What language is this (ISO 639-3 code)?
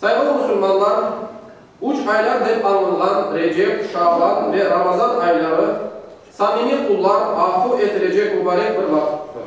crh